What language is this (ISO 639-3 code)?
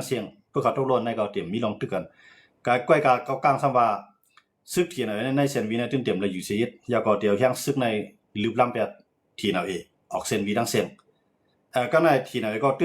shn